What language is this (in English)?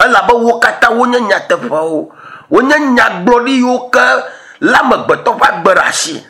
Ewe